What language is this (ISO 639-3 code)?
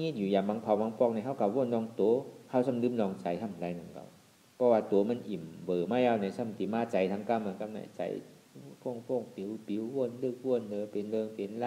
shn